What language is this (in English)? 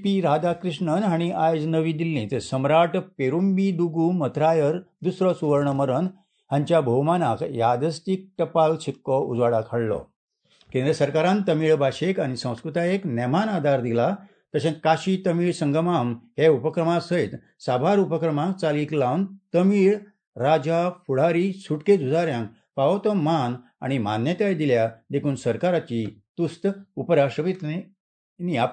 Konkani